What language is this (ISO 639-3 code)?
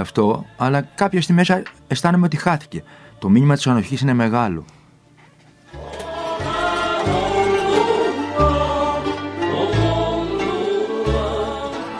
ell